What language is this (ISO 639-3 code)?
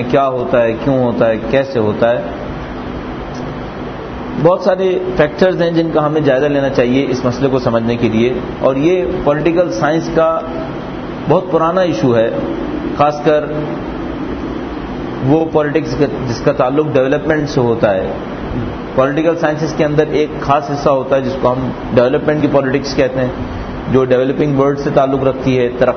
urd